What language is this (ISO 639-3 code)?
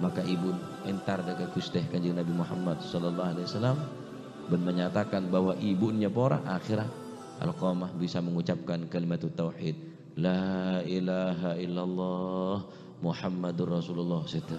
mad